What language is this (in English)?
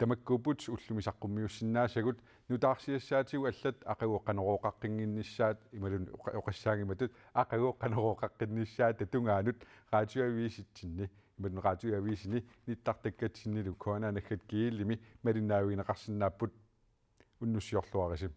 Kalaallisut